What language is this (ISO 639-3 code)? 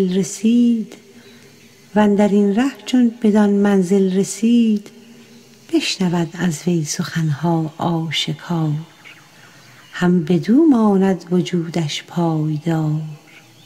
fas